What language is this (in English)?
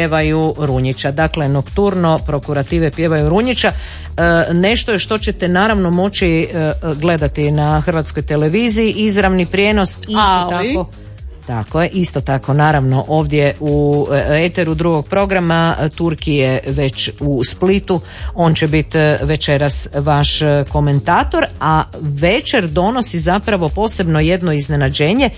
Croatian